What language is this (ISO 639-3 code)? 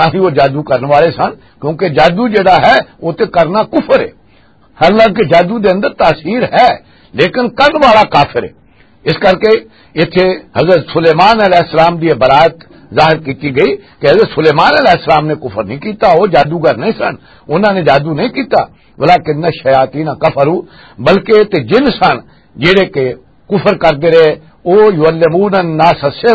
lah